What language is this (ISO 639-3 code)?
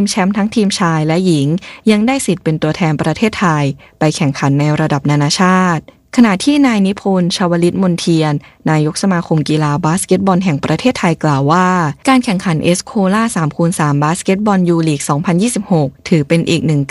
tha